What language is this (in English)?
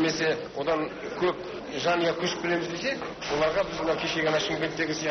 Kazakh